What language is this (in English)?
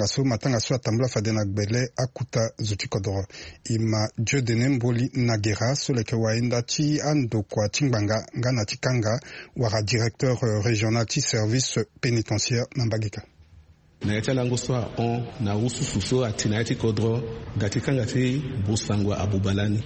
Sango